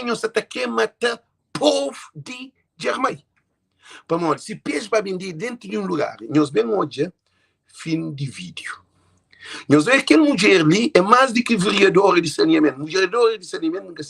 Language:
Kabuverdianu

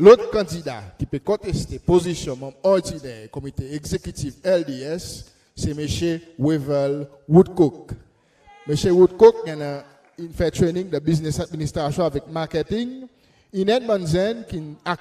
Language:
Seselwa Creole French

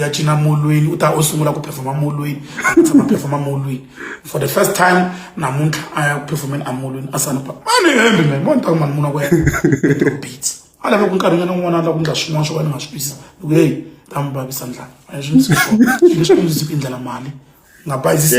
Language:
Tsonga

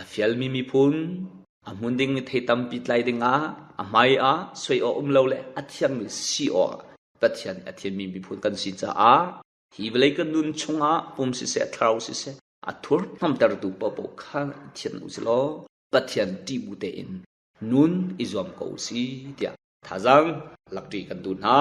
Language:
Hakha Chin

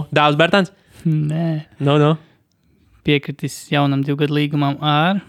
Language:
Latvian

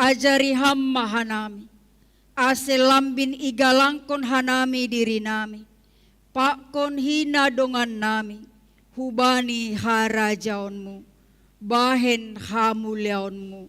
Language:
Batak Simalungun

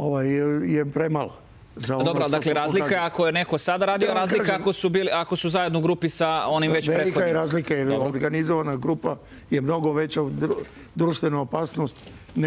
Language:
Serbian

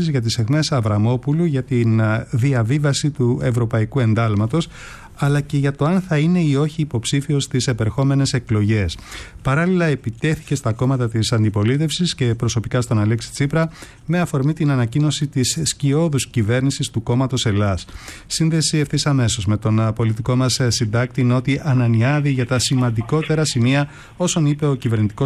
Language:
Greek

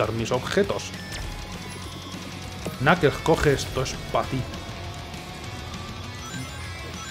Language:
Spanish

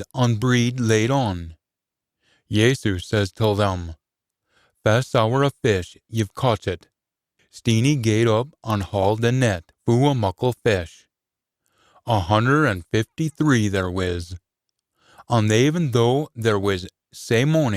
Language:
Scots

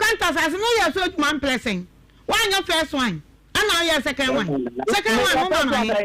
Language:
Akan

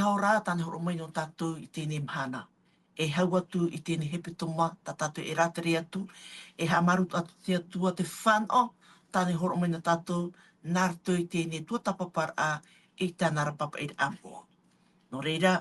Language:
Tahitian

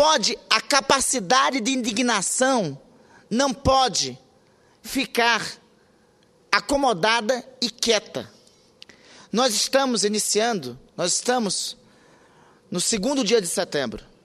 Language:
Portuguese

